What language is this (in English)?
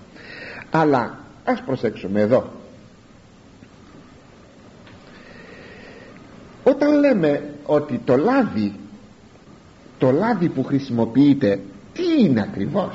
Greek